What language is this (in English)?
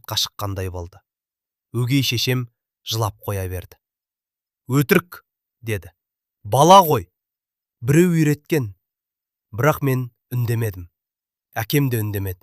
Kazakh